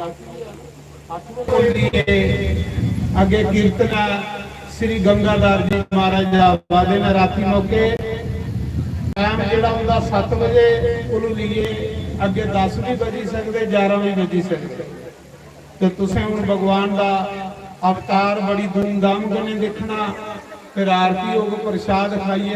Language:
Dogri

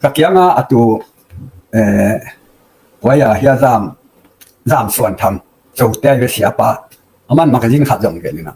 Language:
Tedim Chin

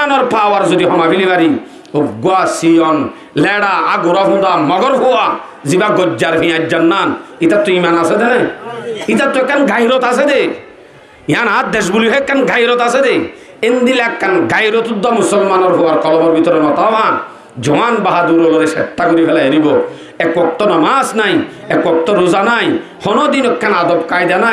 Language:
Rohingya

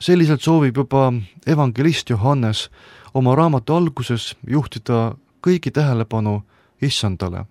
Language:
Estonian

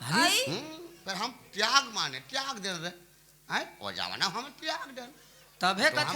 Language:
Chhattisgarhi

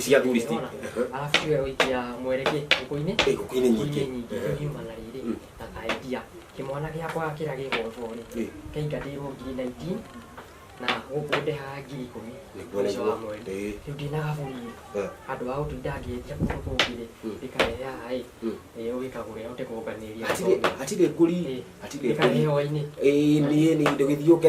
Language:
Kikuyu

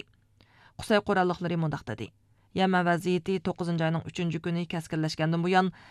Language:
Uyghur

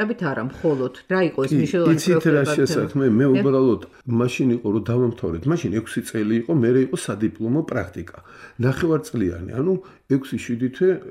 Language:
Georgian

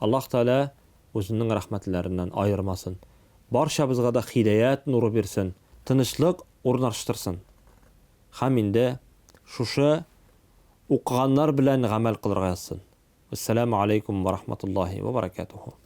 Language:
Tatar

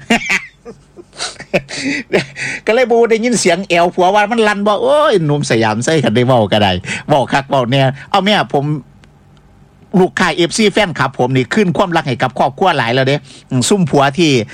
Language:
Northeastern Thai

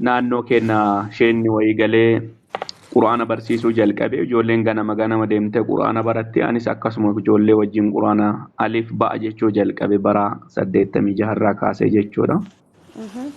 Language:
Oromo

